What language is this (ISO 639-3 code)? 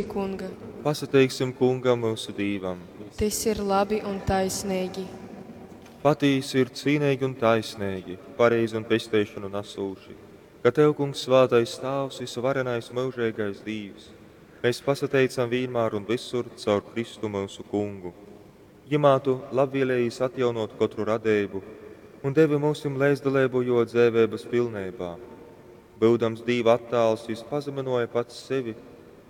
ltg